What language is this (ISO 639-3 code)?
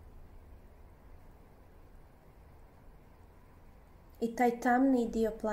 hrv